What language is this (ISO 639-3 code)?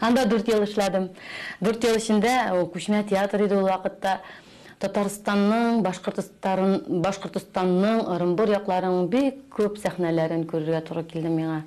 tat